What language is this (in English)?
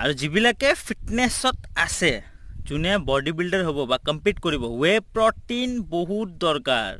Assamese